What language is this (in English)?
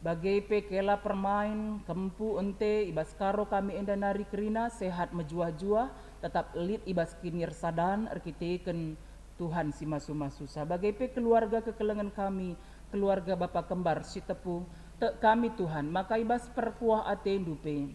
Batak Karo